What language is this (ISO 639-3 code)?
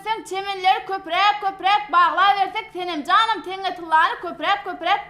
tuk